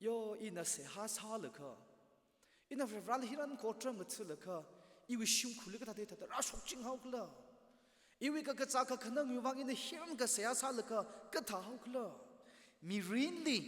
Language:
Tangkhul Naga (India)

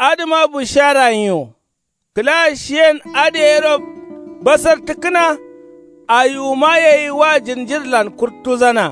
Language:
Kanuri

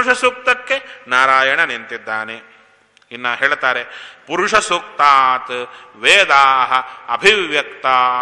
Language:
Kannada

